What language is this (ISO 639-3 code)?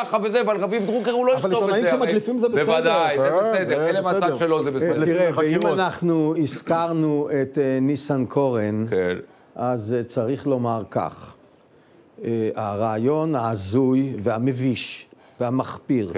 heb